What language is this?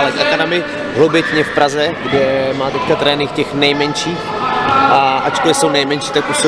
Czech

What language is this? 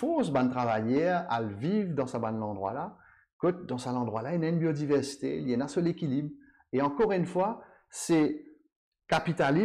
Morisyen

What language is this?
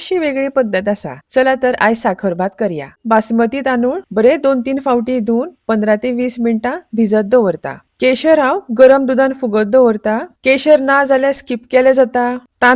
Konkani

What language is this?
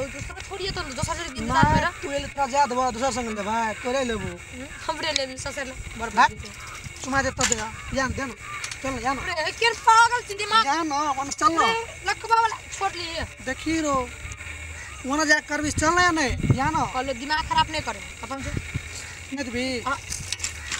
Maithili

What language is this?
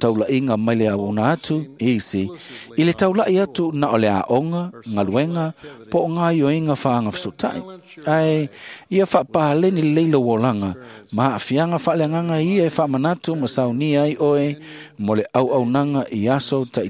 Samoan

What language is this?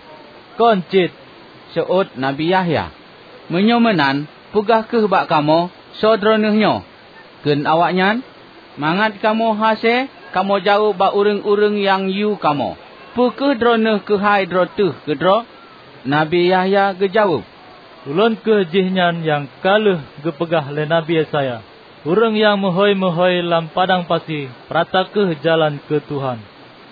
Achinese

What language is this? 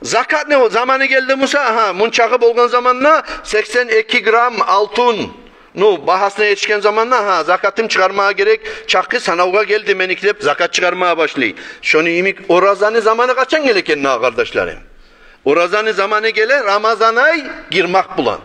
Kumyk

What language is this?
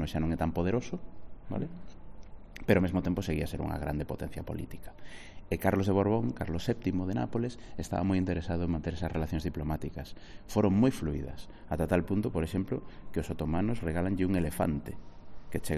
Galician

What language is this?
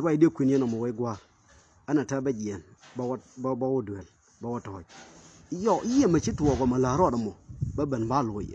Nuer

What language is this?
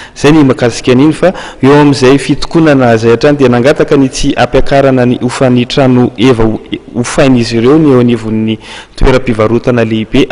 Malagasy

